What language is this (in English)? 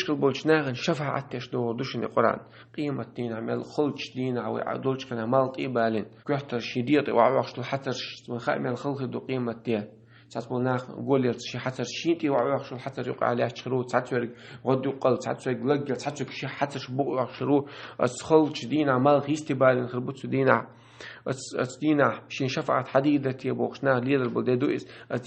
Chechen